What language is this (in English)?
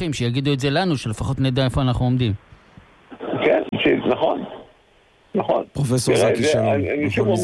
Hebrew